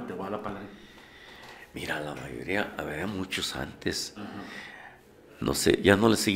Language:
Spanish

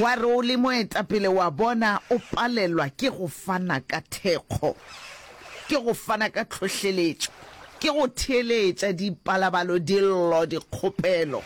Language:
Northern Sotho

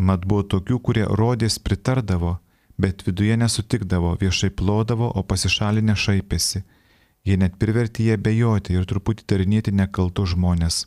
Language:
Lithuanian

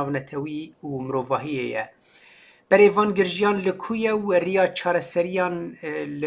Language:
Kurdish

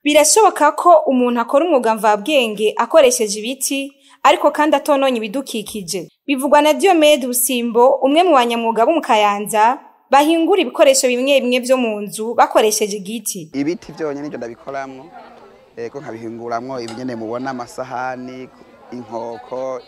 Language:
Rundi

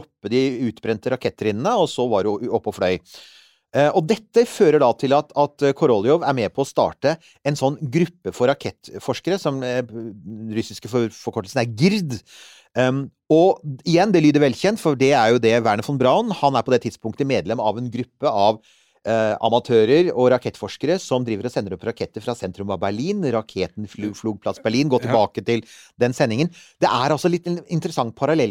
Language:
Norwegian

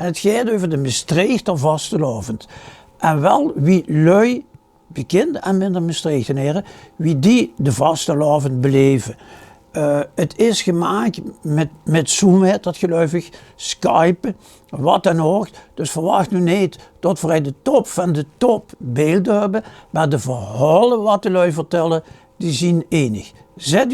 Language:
Limburgish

